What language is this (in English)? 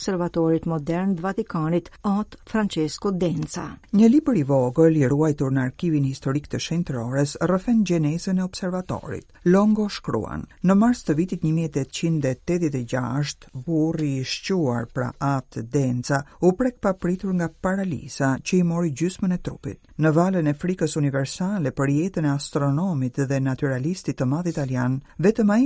Albanian